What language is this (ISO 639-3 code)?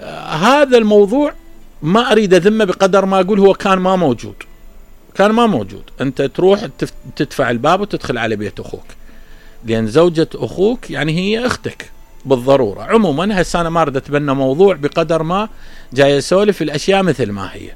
acm